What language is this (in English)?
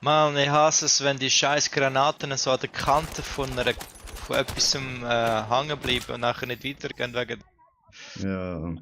Swiss German